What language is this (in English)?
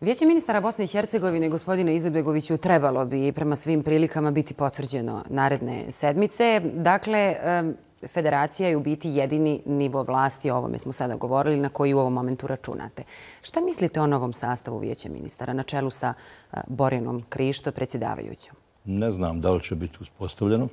Bosnian